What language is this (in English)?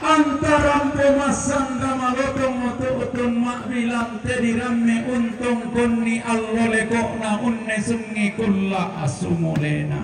Toraja-Sa'dan